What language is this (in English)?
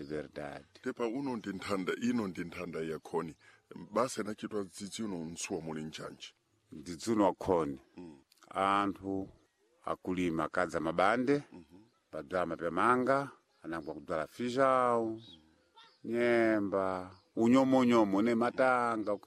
Sena